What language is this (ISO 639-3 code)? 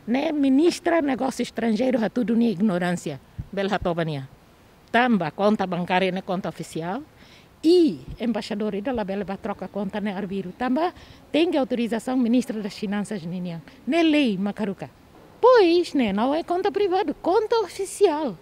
tet